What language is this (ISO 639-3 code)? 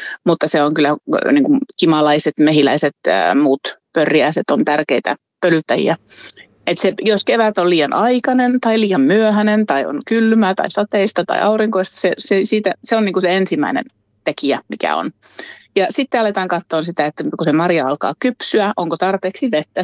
fin